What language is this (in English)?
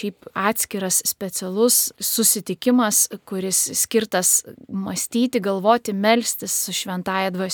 Lithuanian